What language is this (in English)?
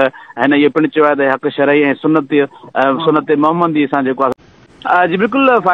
Sindhi